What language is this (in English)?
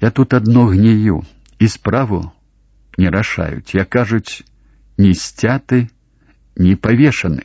Belarusian